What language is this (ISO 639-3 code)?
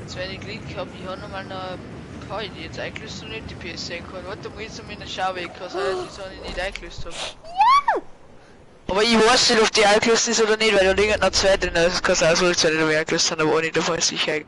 bar